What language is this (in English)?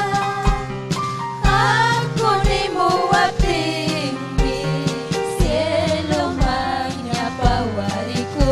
Ayacucho Quechua